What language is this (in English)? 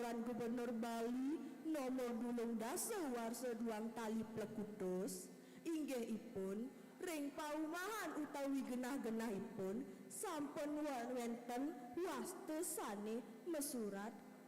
Balinese